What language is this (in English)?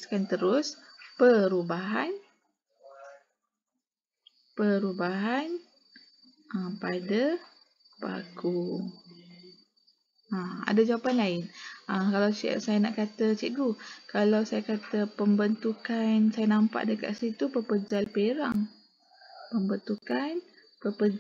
Malay